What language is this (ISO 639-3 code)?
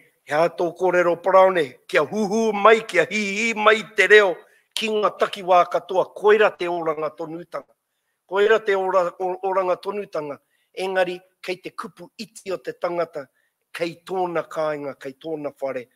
mri